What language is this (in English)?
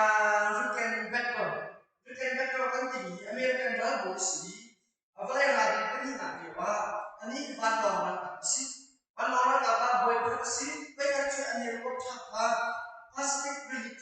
Hakha Chin